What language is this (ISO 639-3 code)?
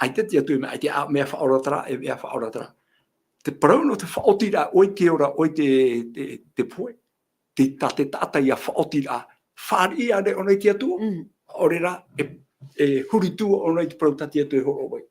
tah